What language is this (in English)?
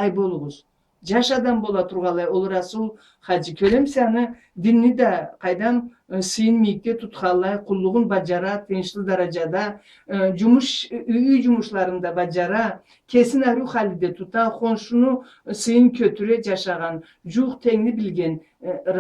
Karachay-Balkar